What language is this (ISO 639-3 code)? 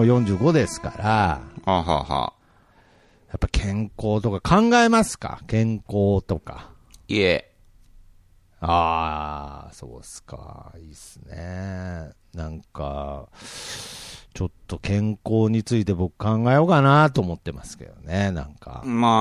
jpn